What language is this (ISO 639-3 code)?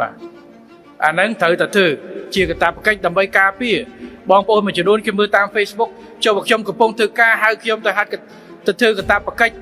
khm